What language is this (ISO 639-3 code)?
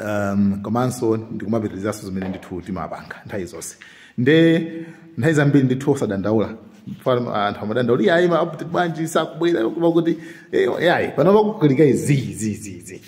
nya